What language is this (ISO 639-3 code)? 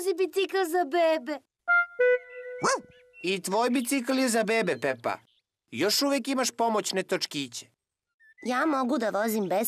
srp